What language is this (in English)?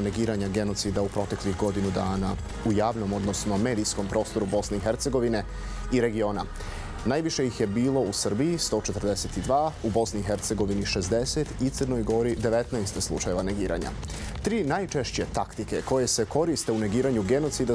Bosnian